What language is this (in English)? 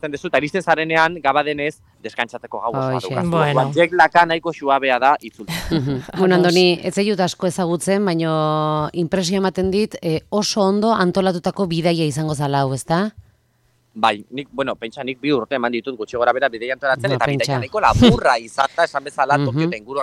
Basque